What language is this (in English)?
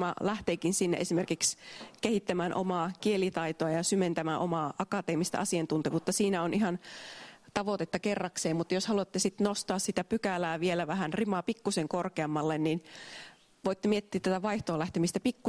Finnish